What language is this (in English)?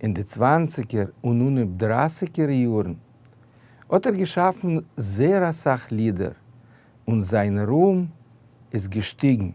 Yiddish